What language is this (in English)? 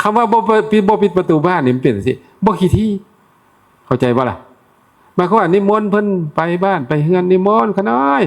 Northeastern Thai